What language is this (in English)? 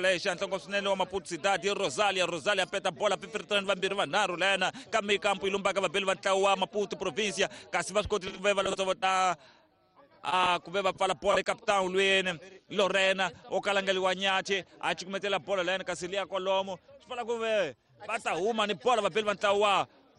Tsonga